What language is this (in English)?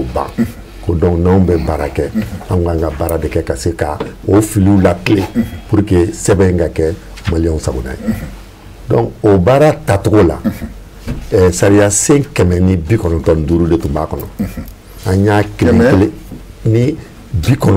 Bambara